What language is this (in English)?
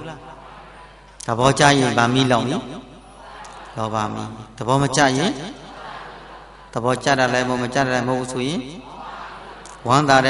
Burmese